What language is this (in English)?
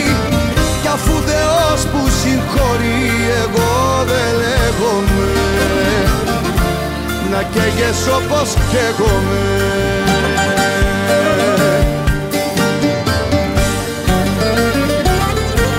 Greek